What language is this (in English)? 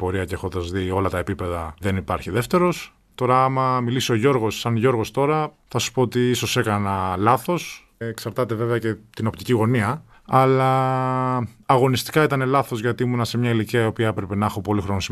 Greek